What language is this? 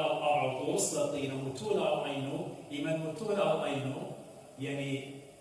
Assyrian Neo-Aramaic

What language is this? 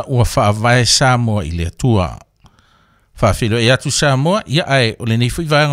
Samoan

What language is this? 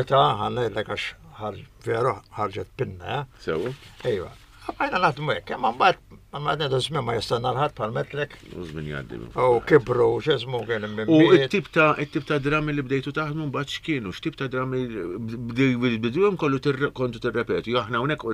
Maltese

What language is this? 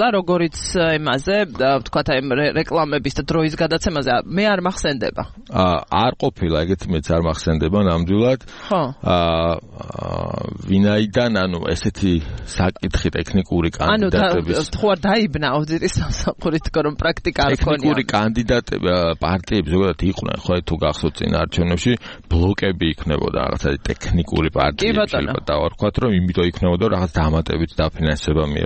Georgian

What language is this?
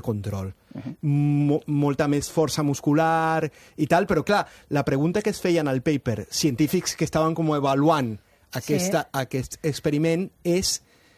Catalan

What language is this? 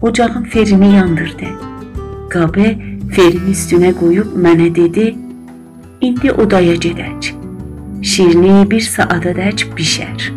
South Azerbaijani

